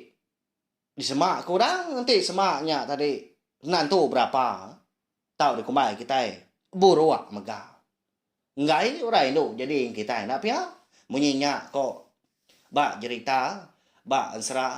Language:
Iban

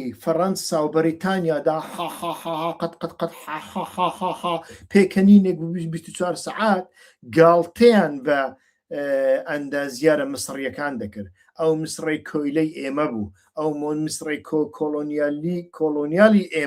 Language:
Central Kurdish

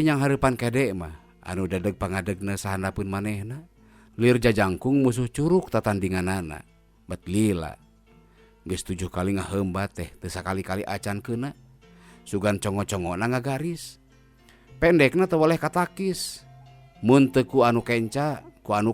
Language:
Sundanese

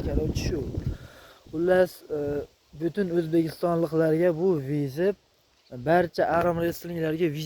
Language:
Uzbek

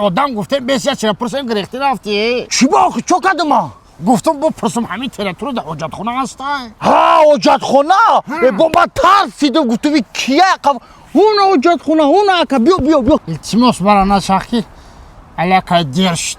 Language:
Tajik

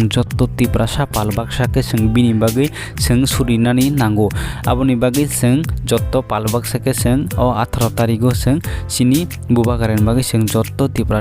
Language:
Kok Borok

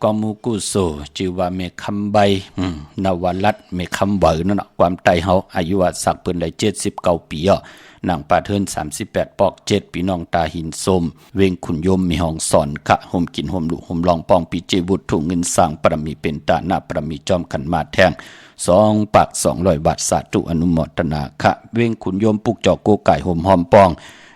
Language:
Shan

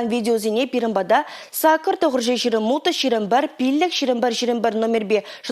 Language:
Chuvash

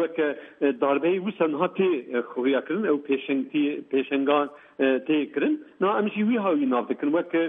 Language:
Kurdish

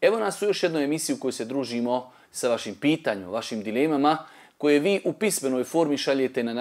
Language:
Bosnian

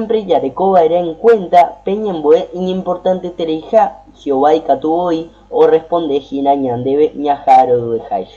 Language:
Guarani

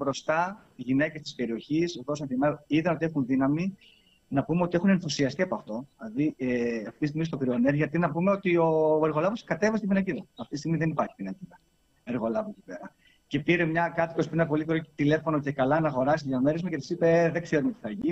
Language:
Greek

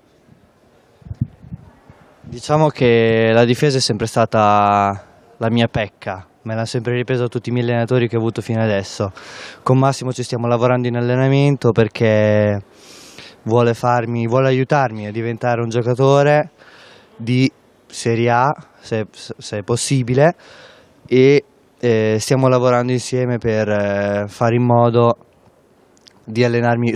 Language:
Italian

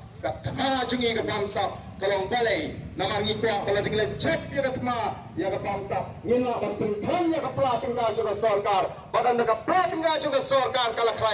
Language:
Khasi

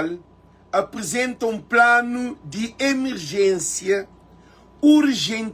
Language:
Kabuverdianu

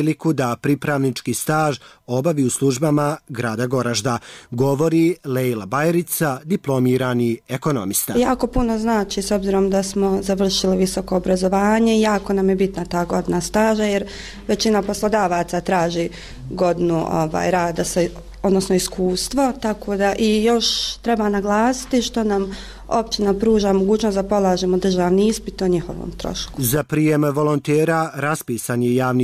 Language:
Bosnian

